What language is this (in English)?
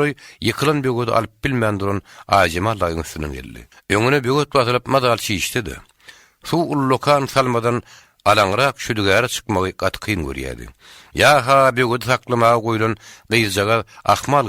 Turkmen